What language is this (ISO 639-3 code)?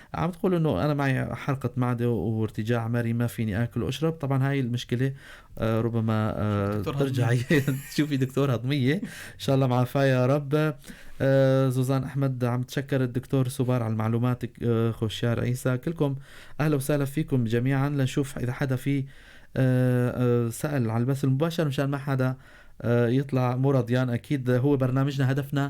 apc